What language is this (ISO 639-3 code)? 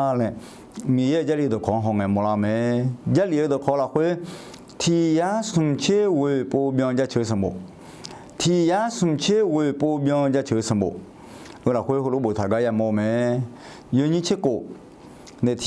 ahk